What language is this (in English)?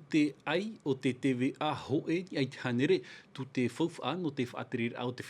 Tahitian